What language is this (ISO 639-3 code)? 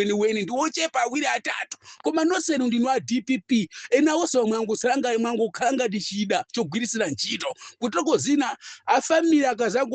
nya